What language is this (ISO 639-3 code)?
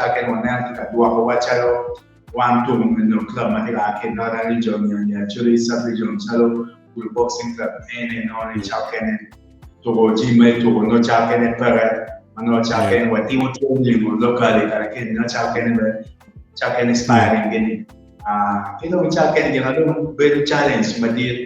ach